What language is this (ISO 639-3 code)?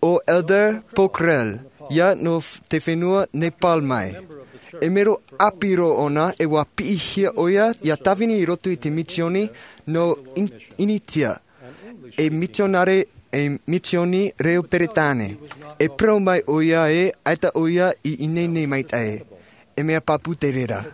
tah